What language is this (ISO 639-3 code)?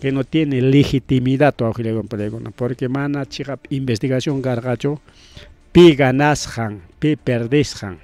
quy